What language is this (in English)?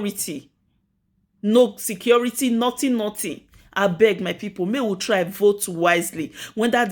Nigerian Pidgin